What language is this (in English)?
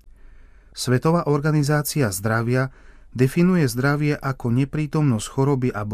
Slovak